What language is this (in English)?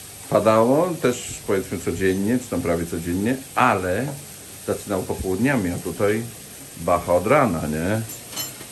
Polish